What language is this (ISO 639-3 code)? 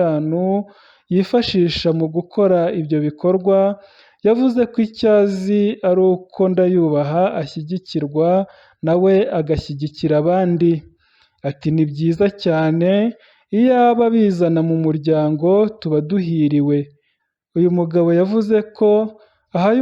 kin